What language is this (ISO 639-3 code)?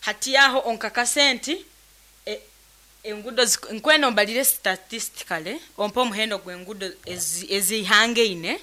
nyn